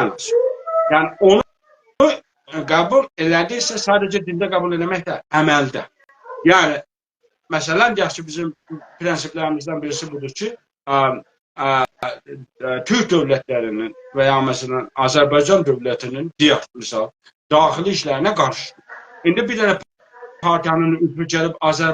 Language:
South Azerbaijani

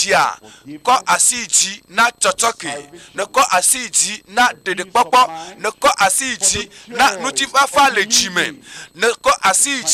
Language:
Ewe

